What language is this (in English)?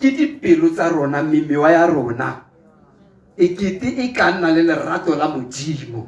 Tswana